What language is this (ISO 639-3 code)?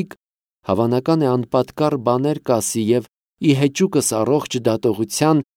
hye